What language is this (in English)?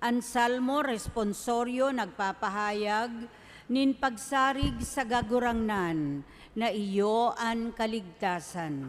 Bikol